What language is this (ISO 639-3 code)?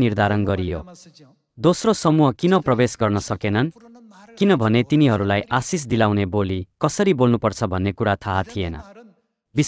nep